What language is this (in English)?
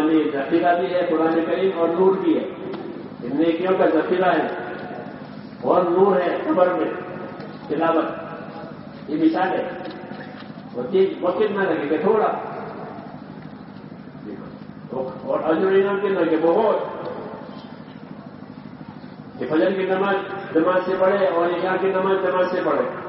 Urdu